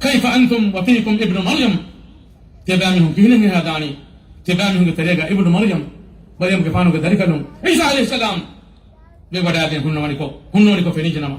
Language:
Divehi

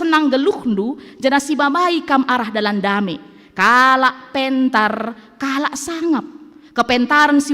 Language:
Batak Karo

